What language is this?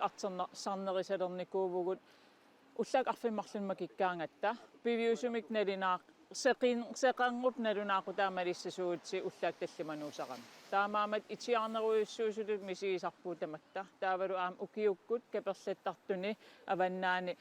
Kalaallisut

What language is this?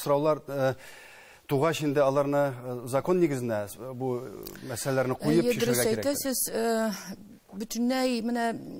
Tatar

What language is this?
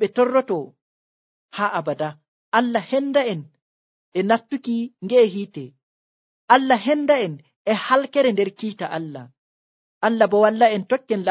Nigerian Fulfulde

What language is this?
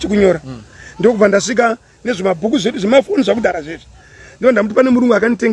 Shona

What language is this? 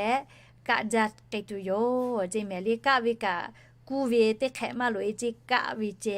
Lahu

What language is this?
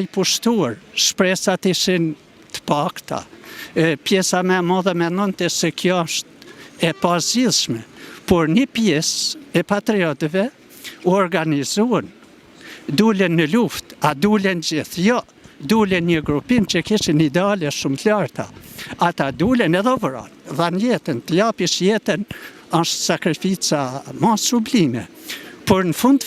Albanian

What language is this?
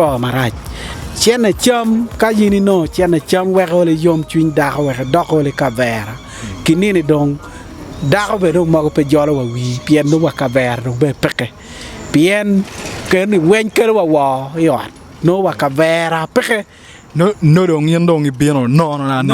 Acoli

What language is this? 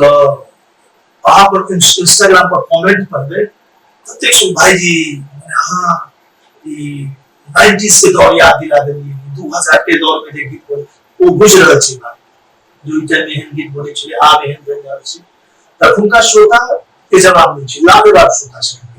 Maithili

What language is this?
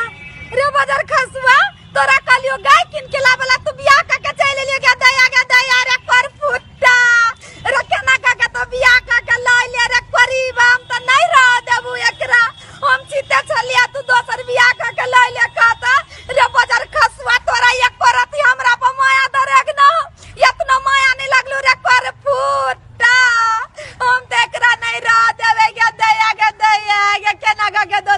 Maithili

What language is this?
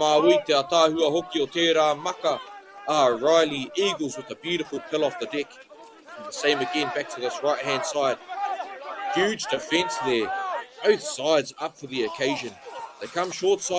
Māori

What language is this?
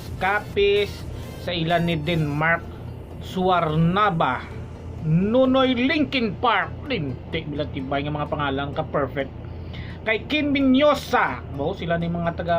Hiligaynon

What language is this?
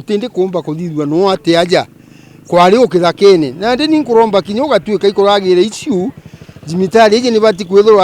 Meru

